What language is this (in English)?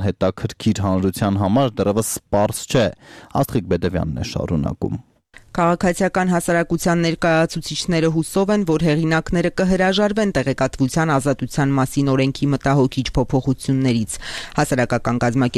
Armenian